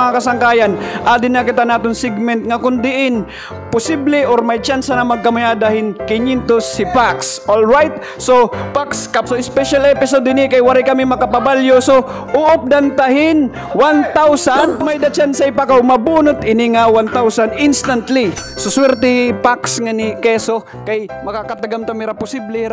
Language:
Waray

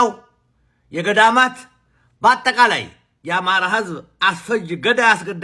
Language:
Amharic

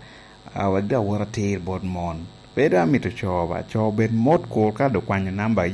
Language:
Lango (Uganda)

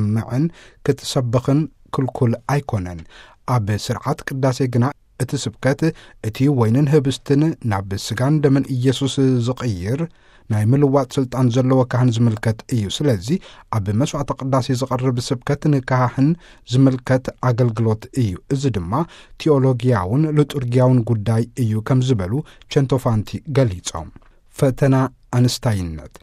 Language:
Tigrinya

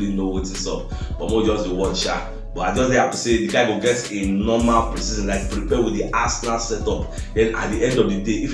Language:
Nigerian Pidgin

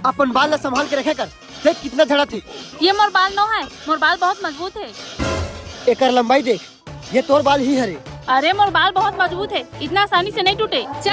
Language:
Chhattisgarhi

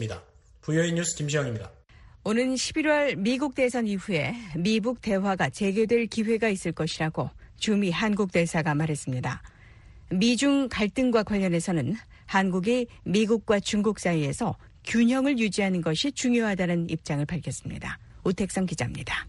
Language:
Korean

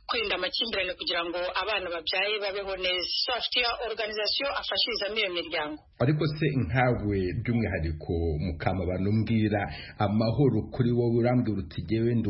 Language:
Kinyarwanda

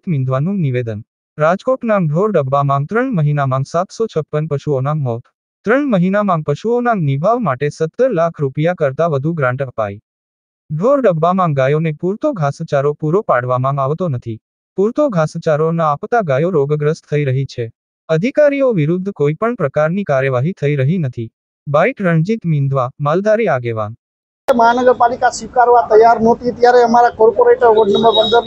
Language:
Gujarati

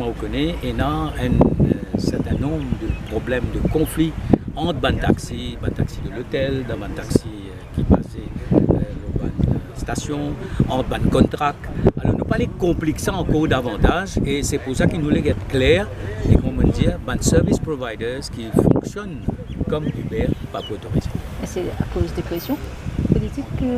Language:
Morisyen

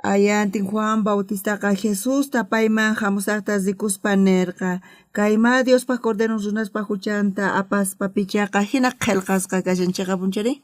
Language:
South Bolivian Quechua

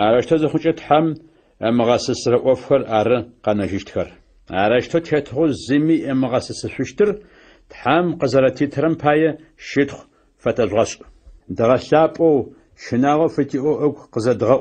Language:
Adyghe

